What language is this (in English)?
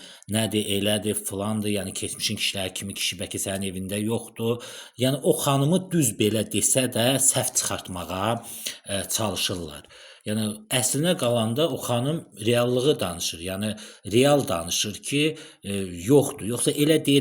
Azerbaijani